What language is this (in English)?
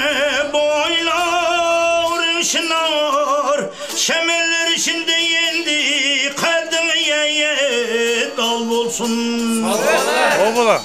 Kara-Kalpak